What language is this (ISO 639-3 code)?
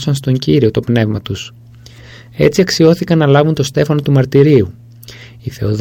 ell